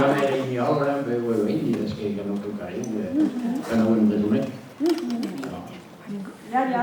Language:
Breton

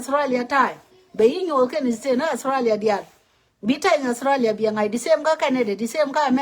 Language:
Nuer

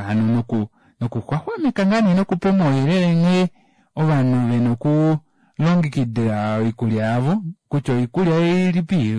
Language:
Kuanyama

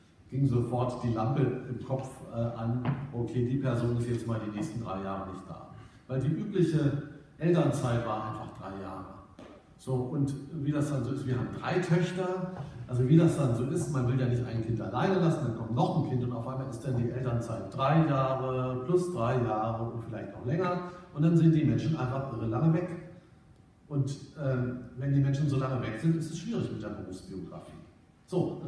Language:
German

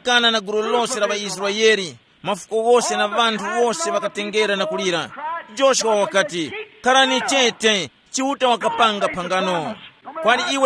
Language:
Tumbuka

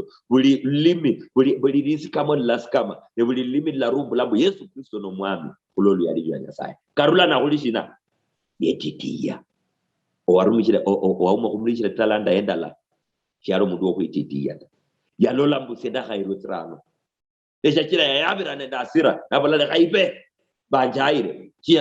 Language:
Luyia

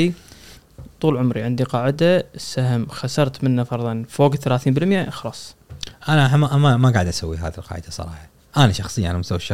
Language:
Gulf Arabic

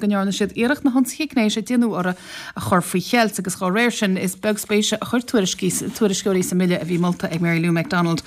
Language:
Irish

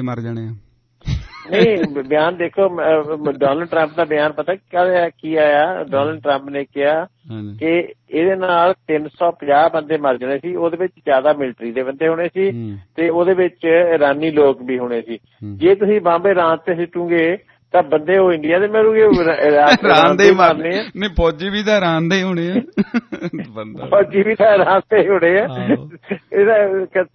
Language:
Punjabi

